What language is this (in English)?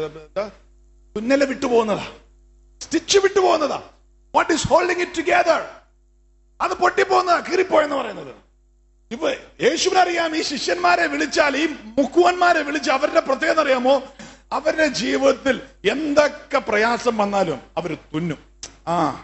Malayalam